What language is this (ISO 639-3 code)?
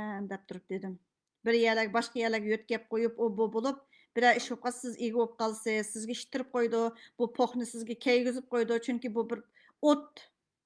uig